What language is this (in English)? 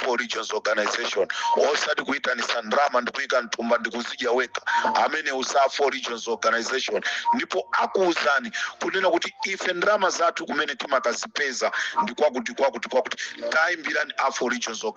Nyanja